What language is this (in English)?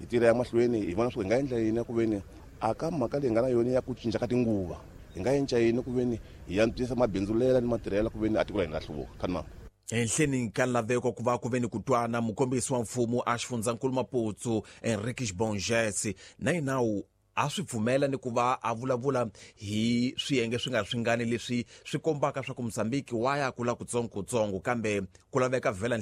Tsonga